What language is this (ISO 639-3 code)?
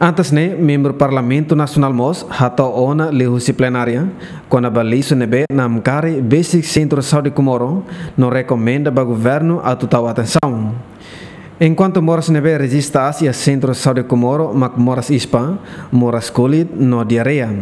tet